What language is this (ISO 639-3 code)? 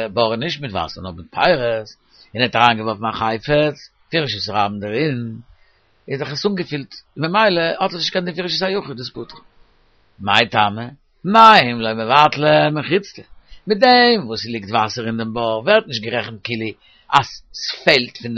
yid